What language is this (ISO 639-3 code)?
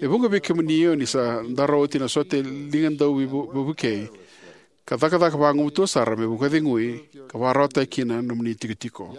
fij